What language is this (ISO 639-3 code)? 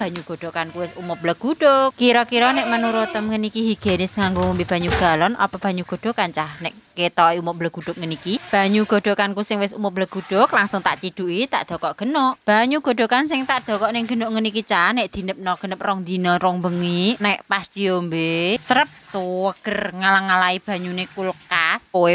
jav